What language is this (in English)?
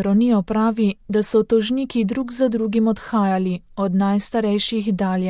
Slovenian